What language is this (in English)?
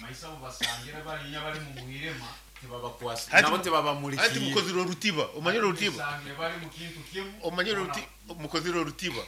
Nyoro